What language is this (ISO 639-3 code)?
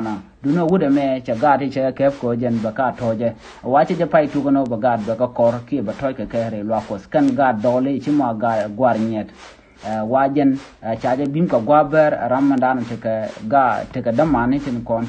nus